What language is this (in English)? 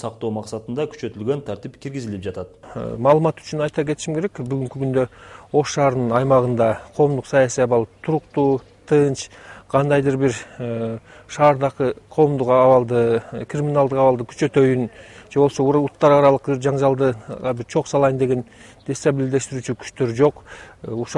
Kyrgyz